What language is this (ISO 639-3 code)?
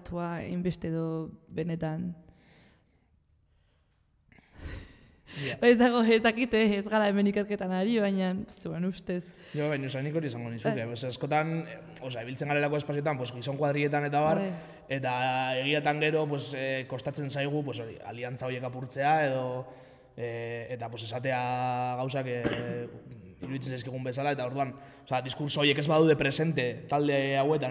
eus